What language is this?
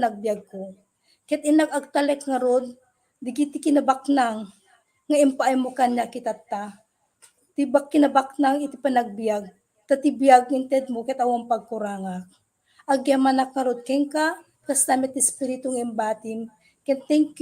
Iloko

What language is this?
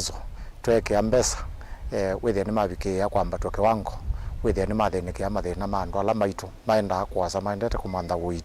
Kamba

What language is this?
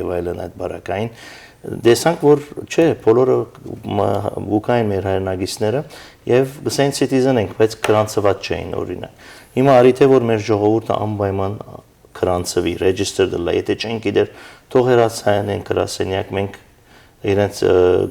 Western Armenian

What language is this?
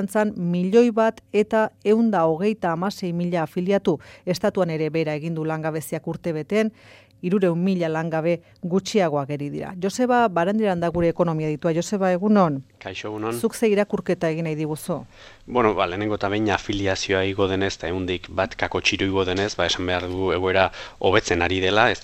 Basque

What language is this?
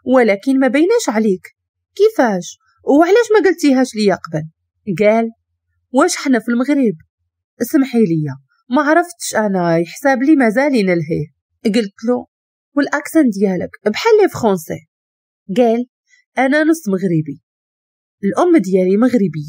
Moroccan Arabic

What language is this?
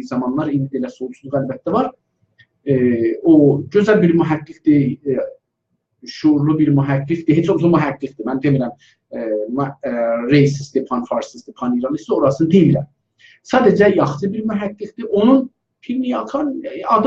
South Azerbaijani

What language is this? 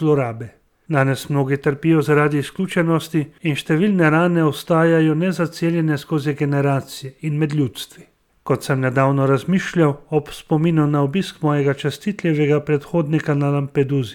Slovenian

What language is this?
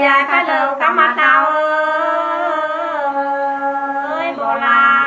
Nung (Viet Nam)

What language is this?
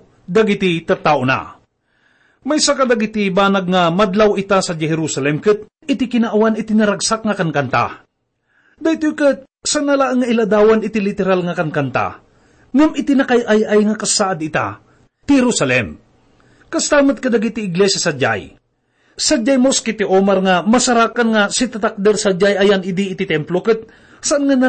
Iloko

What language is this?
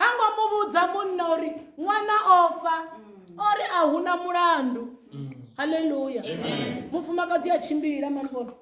Venda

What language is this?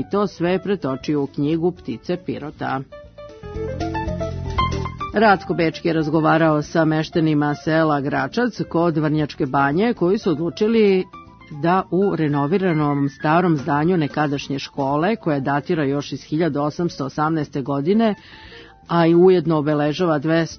Serbian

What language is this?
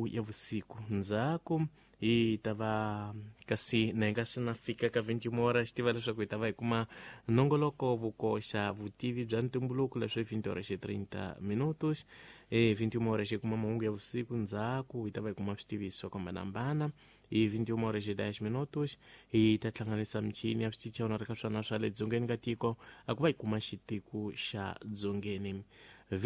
Tsonga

